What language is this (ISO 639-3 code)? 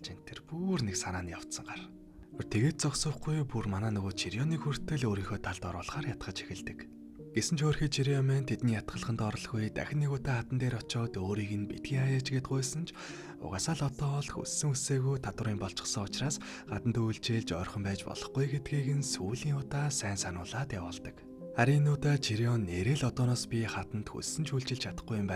mon